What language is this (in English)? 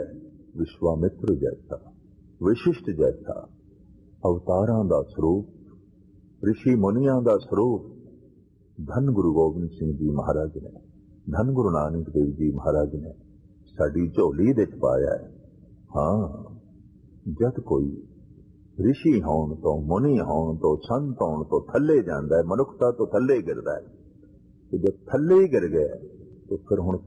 Punjabi